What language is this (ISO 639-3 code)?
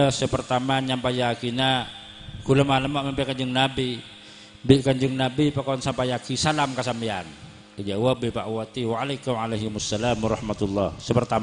mad